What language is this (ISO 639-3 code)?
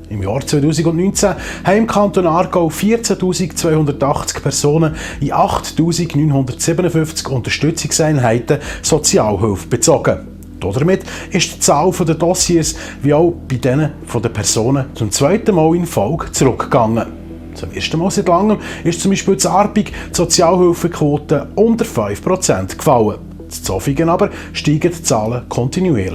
gsw